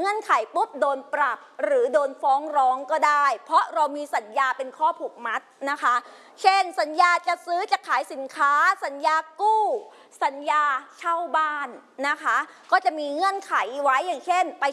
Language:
Thai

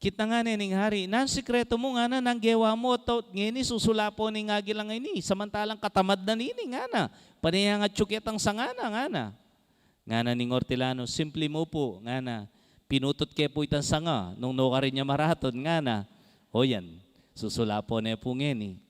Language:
Pampanga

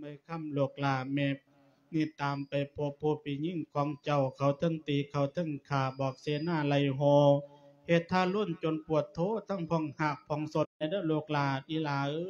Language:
Lao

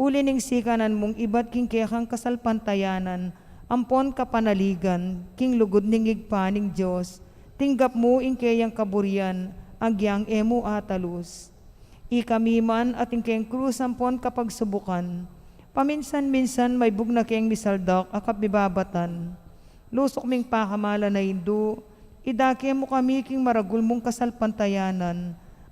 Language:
Pampanga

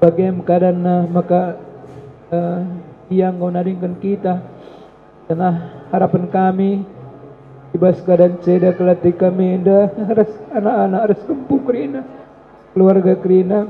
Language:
Batak Karo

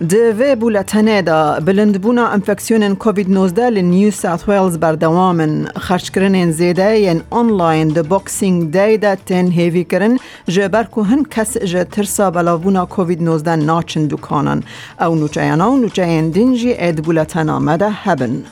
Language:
Kurdish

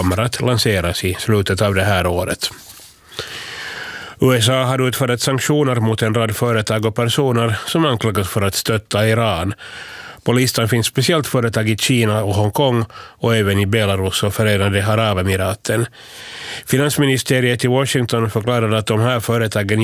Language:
Swedish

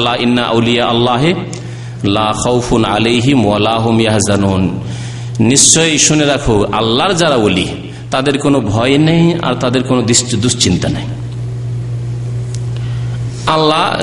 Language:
Bangla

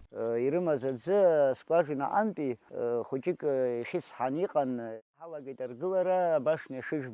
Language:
Abkhazian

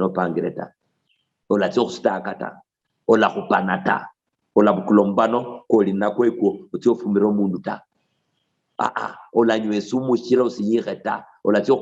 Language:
Luyia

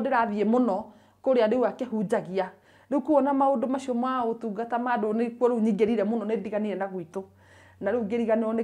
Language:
Kikuyu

